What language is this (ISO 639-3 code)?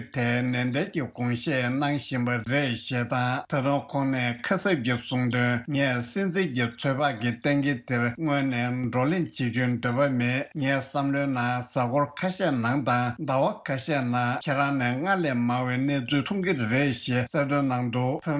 bod